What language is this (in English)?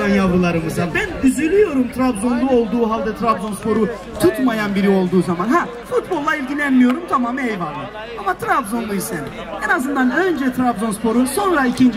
Turkish